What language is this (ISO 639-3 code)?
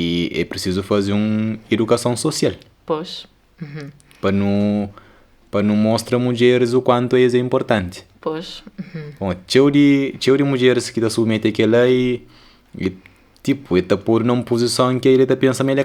kea